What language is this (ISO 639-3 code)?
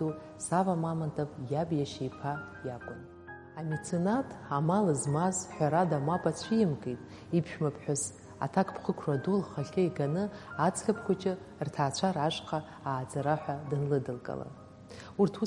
abk